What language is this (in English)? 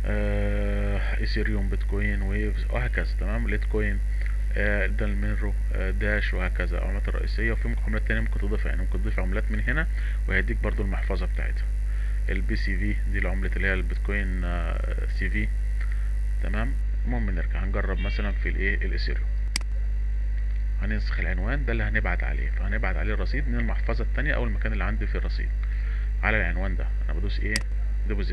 Egyptian Arabic